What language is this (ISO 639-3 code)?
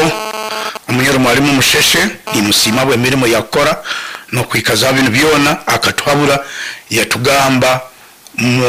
nyn